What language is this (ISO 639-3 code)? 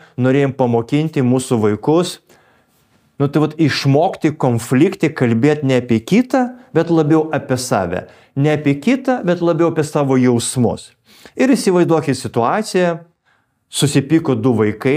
lit